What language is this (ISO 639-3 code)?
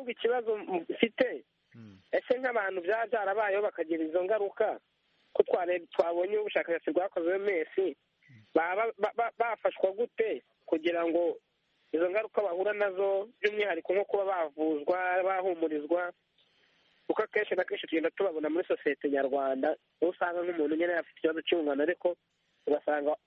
kin